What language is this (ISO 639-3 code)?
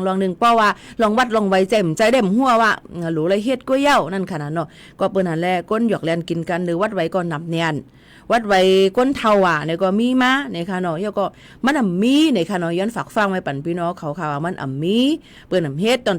shn